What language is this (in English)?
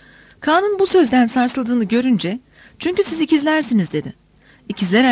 Turkish